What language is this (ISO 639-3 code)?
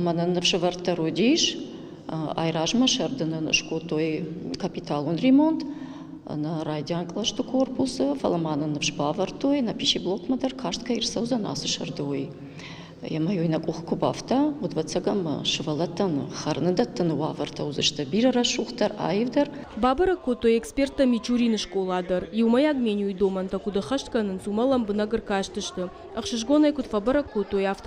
oss